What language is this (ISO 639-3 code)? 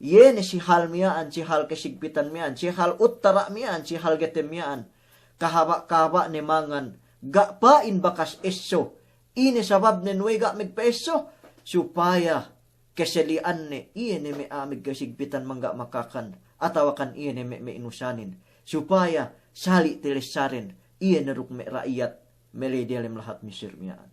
yka